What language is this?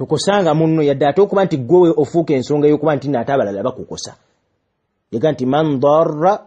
Ganda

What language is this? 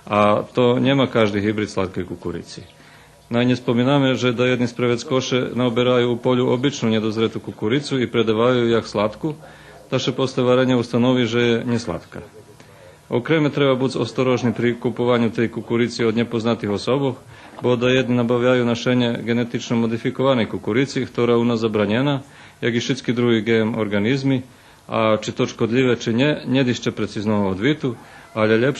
Rusyn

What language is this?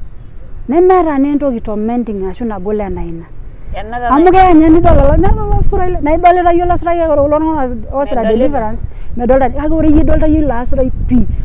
Masai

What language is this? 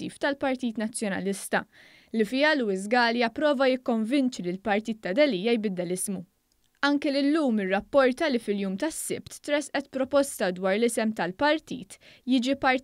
Maltese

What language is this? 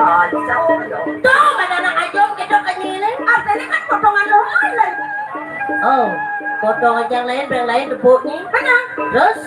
Balinese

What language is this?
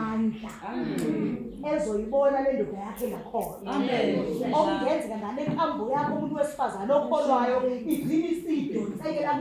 Zulu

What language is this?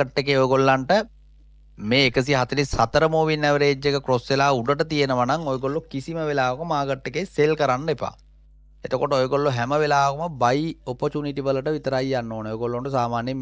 Sinhala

